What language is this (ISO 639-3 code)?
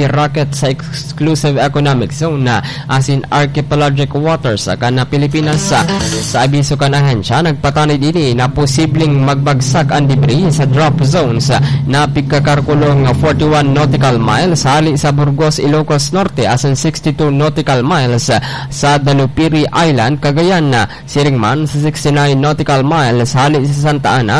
bik